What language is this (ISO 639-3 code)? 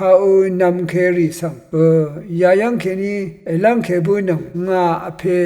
raw